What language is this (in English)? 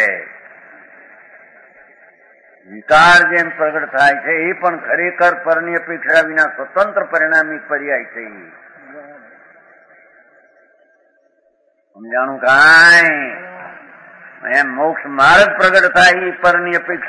Gujarati